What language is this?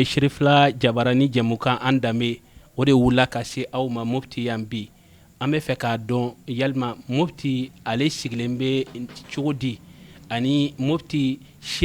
Bambara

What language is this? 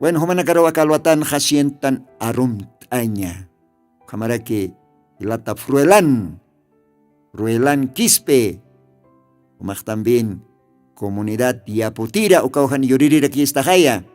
Aymara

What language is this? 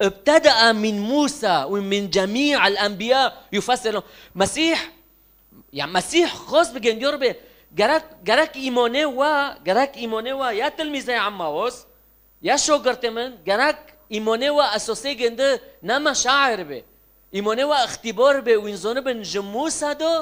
Kurdish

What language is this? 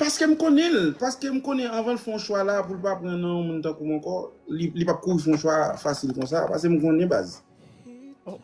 Haitian Creole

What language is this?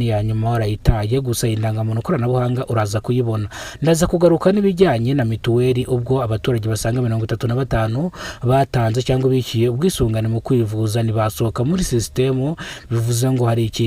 Kinyarwanda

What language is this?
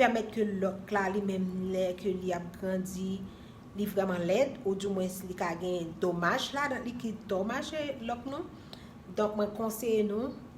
Haitian Creole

